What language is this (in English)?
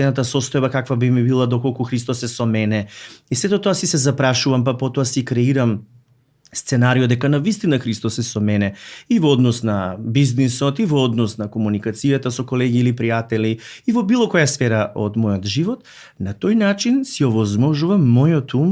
Macedonian